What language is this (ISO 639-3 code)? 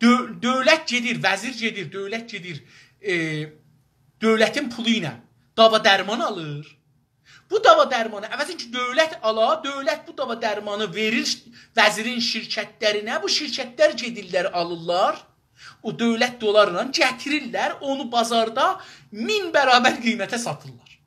azb